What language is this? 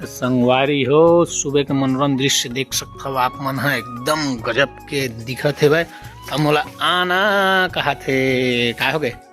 Chhattisgarhi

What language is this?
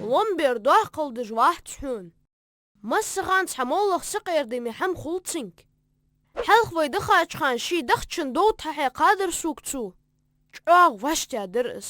Ingush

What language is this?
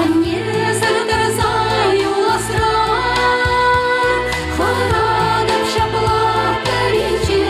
Chuvash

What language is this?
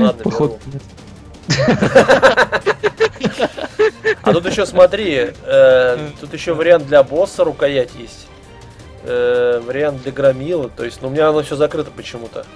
Russian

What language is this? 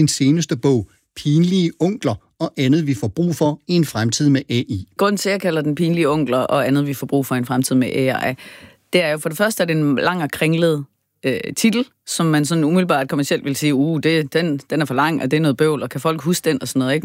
Danish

